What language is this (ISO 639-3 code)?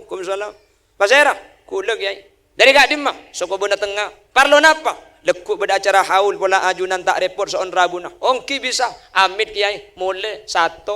mad